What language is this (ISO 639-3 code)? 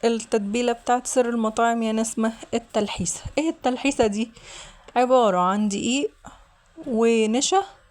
arz